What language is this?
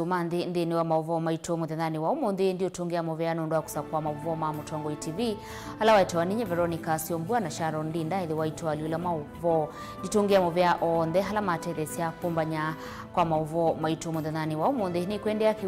Kamba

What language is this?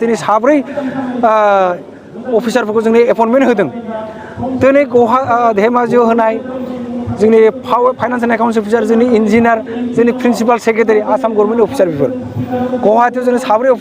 Bodo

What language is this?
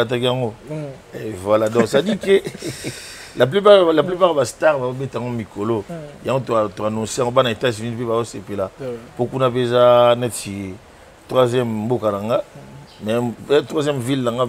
Lingala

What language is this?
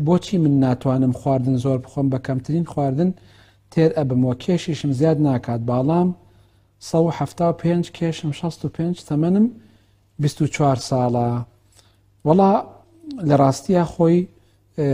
Central Kurdish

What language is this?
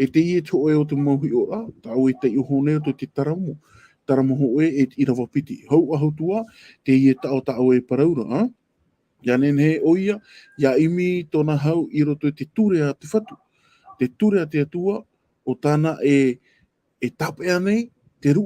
Tahitian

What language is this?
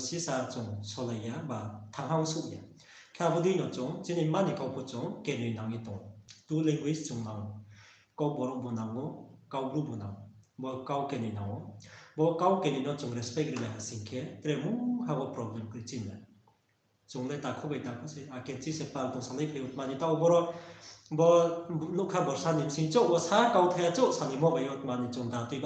Riang (India)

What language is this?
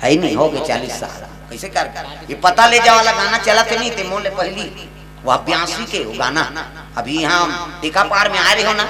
Chhattisgarhi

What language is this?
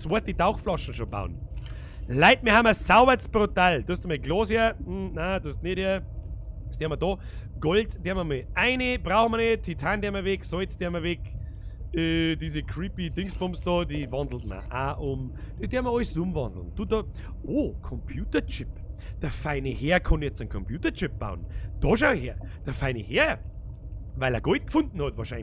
Bavarian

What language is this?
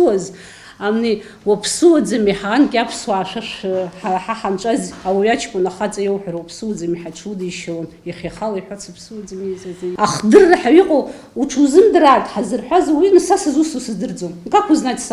Abkhazian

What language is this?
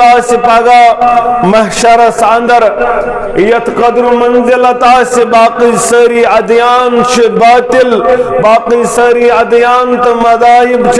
Kashmiri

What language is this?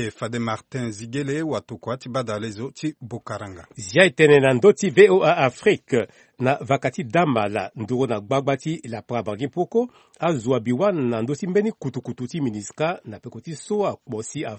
Sango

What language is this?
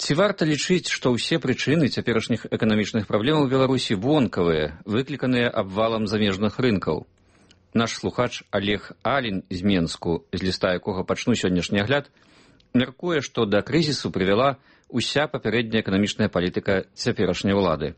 Belarusian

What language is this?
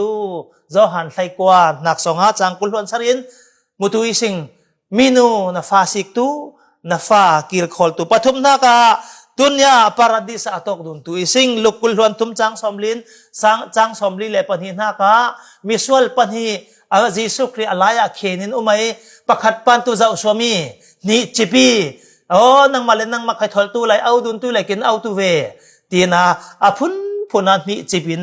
Falam Chin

